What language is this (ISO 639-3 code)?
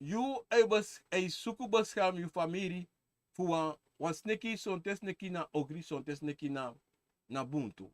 srn